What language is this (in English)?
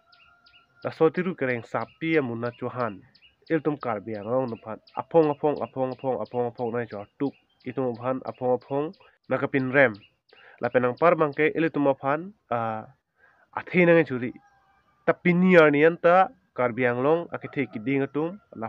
Karbi